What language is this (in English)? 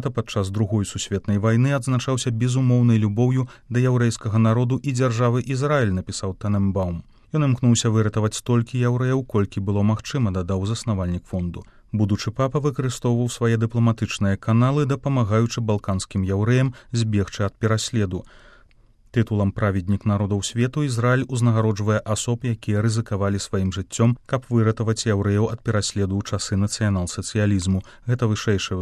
Belarusian